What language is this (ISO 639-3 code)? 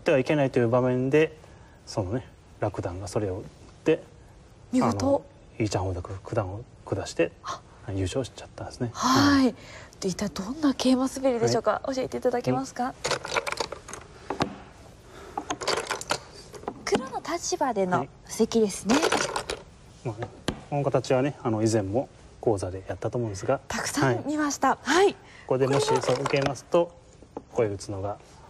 jpn